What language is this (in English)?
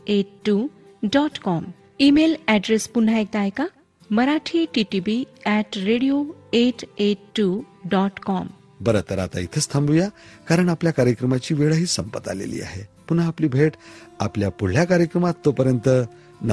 Marathi